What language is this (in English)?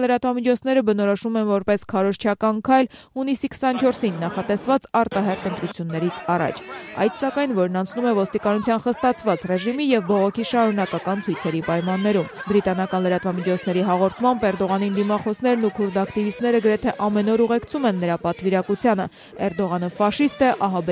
Armenian